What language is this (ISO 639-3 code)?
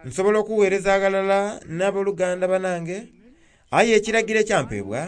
xog